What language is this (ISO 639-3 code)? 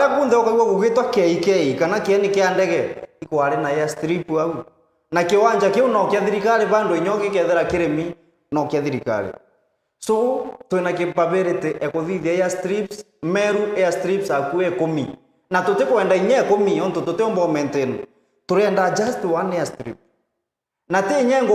mer